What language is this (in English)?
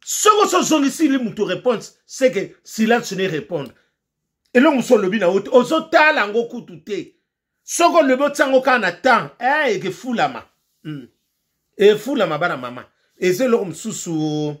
Lingala